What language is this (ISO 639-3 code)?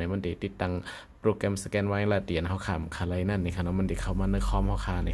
shn